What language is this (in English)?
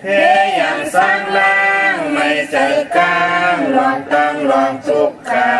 Shan